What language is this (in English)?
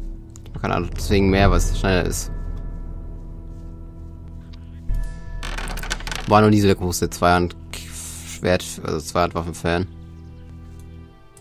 German